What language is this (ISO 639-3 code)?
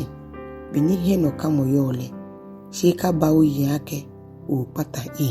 gaa